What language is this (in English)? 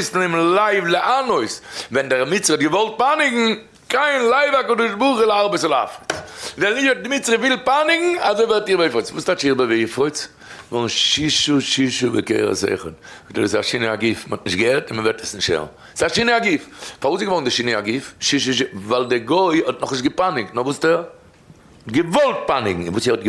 Yiddish